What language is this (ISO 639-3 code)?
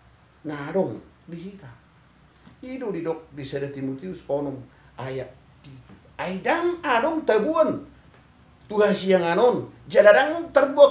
bbc